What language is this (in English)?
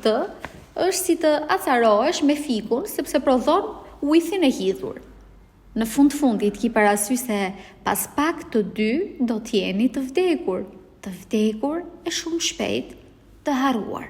Albanian